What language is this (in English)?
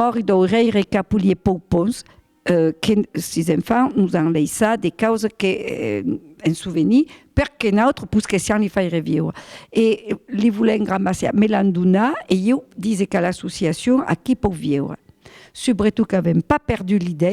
Occitan